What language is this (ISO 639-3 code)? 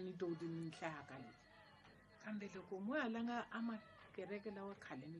tso